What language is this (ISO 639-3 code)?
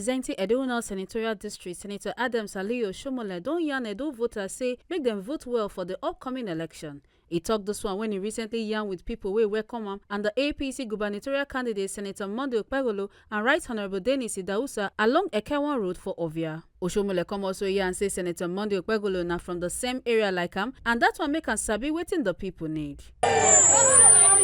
pcm